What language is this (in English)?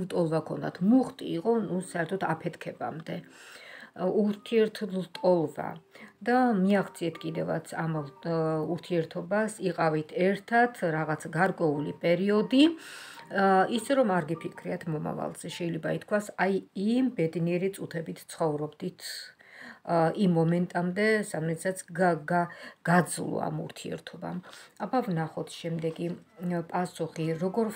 Georgian